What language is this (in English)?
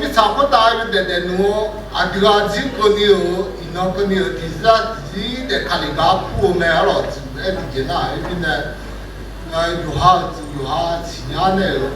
Akha